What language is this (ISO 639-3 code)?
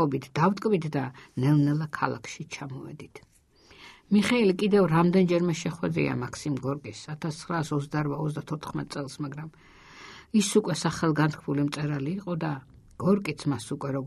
kat